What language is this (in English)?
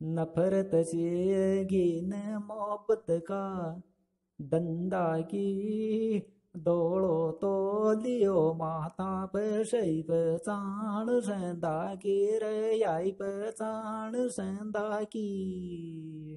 Sanskrit